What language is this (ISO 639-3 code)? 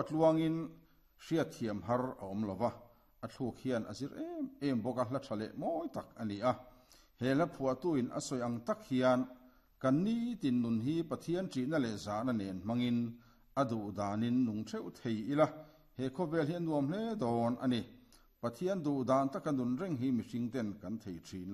lus